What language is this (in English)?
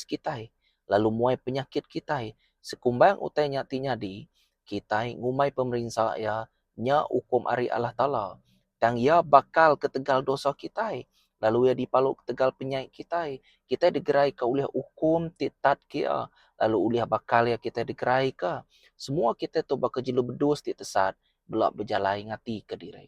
Iban